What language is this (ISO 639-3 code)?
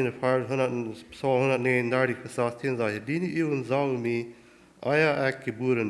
pdt